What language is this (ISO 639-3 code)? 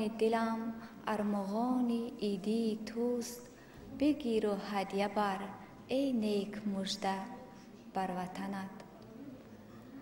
fas